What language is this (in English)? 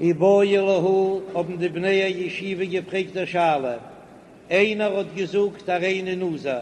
Yiddish